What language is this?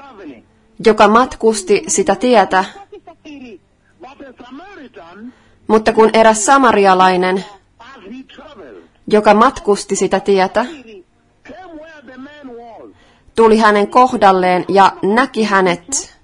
Finnish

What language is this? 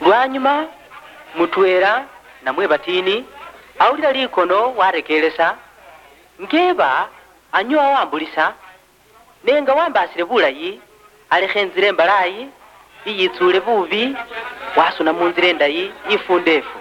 Luyia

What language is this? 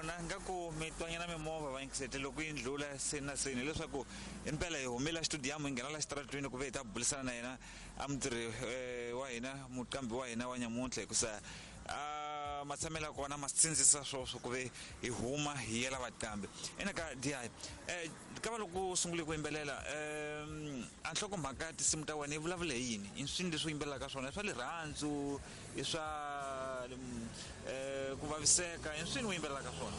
Tsonga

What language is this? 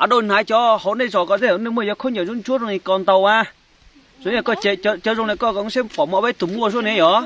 Hmong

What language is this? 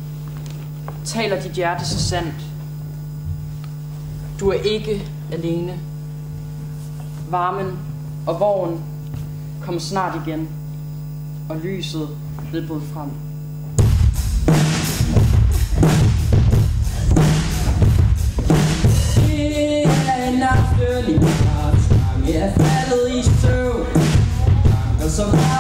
Danish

